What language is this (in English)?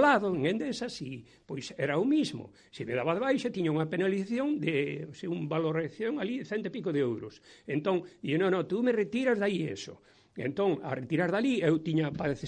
Galician